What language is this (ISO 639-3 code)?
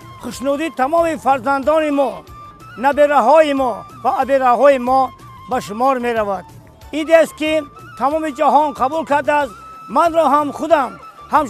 tgk